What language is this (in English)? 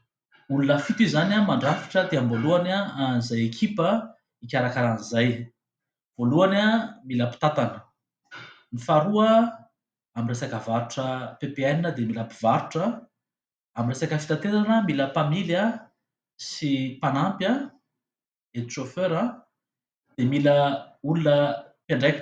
Malagasy